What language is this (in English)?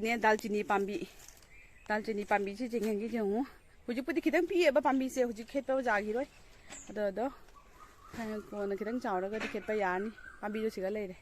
Manipuri